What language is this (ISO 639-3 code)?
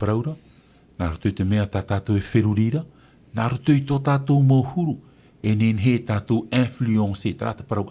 tah